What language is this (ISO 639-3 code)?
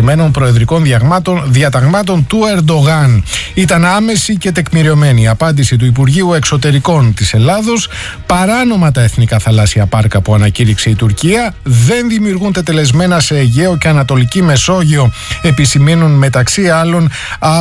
ell